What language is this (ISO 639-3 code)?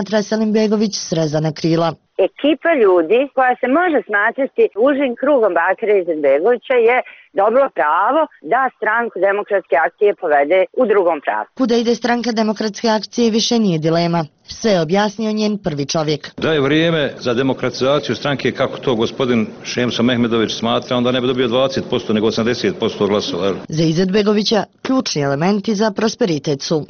bos